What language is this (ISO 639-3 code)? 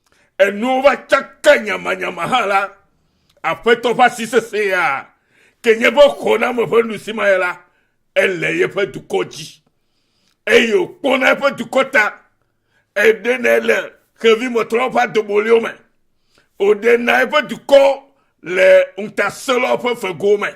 ewe